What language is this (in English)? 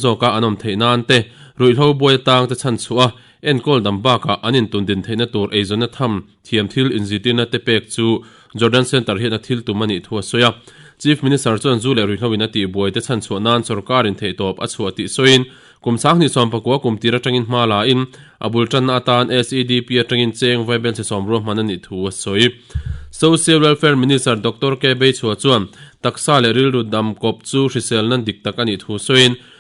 Mizo